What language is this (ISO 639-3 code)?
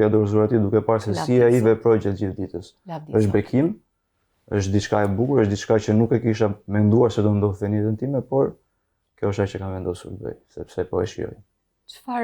sqi